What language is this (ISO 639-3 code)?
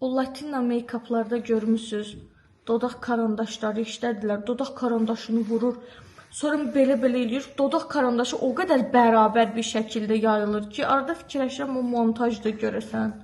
aze